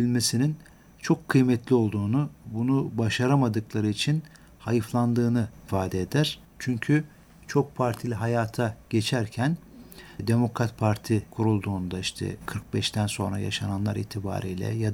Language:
Turkish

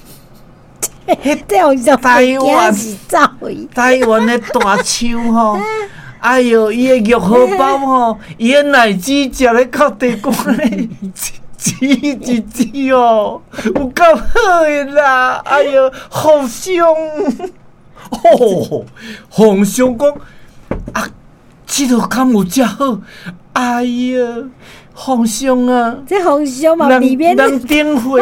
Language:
Min Nan Chinese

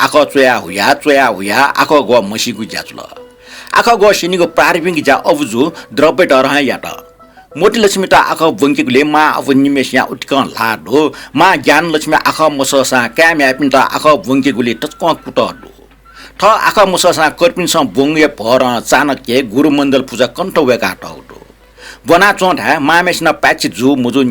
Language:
Newari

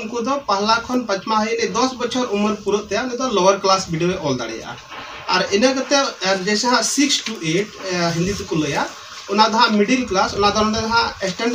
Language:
Santali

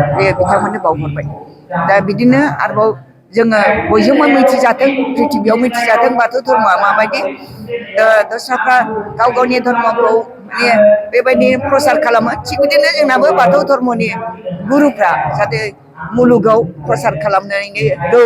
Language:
Bodo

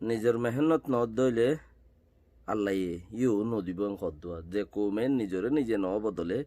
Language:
Rohingya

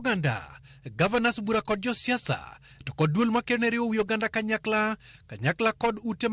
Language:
Luo (Kenya and Tanzania)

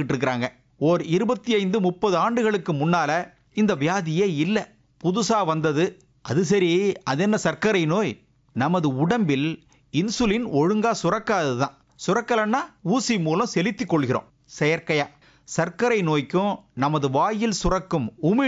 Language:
Tamil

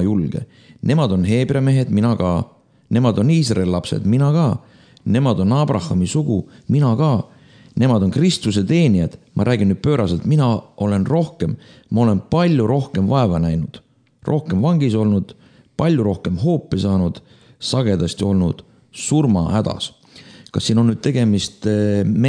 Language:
Estonian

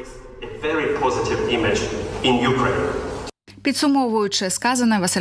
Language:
Ukrainian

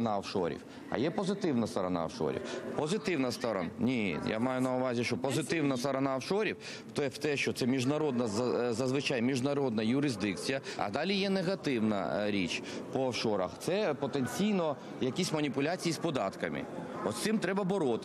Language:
Ukrainian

